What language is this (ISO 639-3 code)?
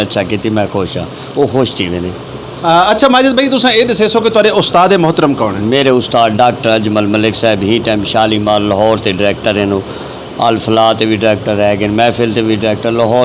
lah